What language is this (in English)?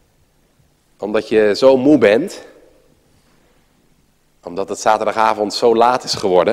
Dutch